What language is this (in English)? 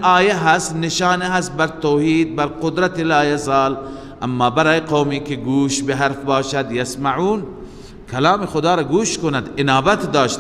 Persian